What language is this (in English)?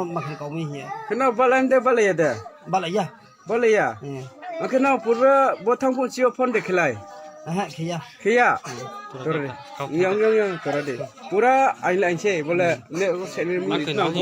Riang (India)